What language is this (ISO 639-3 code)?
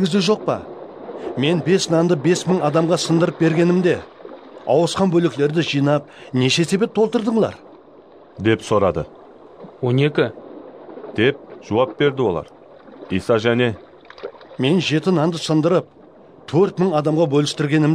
kaa